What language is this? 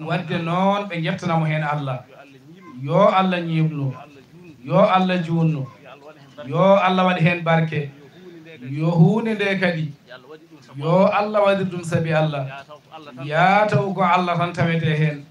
Fula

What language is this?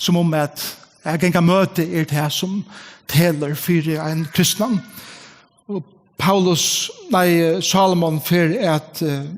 Faroese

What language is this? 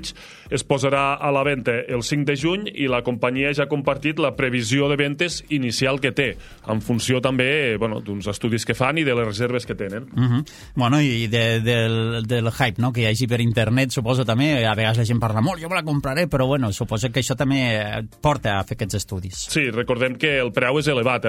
Catalan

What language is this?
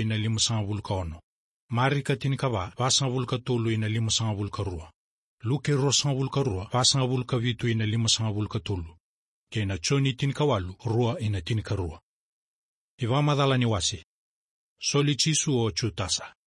Fijian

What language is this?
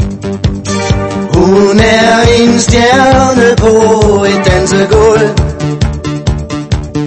Danish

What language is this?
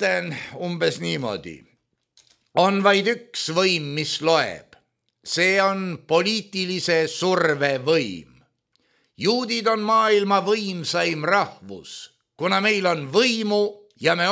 Estonian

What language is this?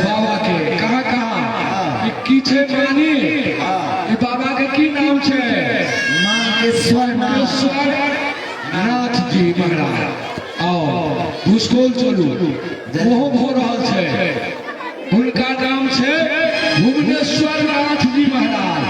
Maithili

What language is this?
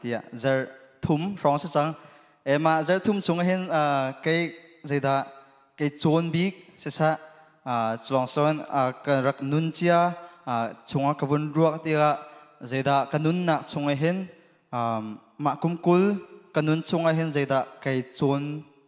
Hakha Chin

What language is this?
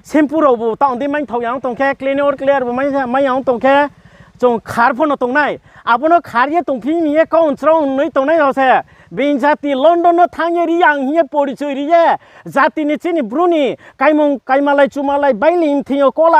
Riang (India)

